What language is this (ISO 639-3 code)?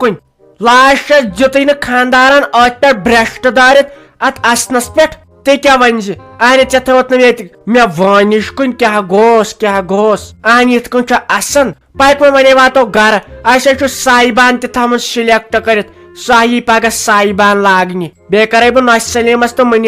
kas